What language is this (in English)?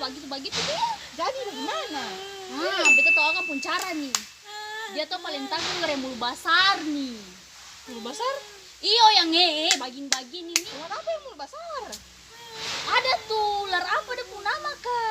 Ambonese Malay